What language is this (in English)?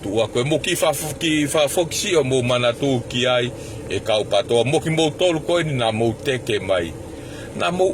Tongan